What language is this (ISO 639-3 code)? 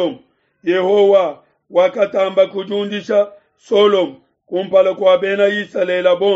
lua